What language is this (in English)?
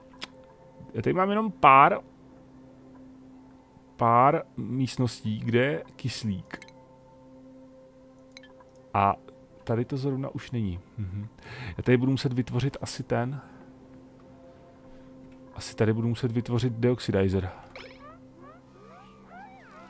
Czech